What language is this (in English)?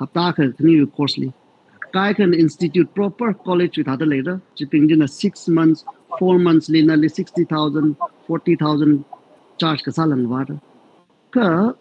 Tangkhul Naga (India)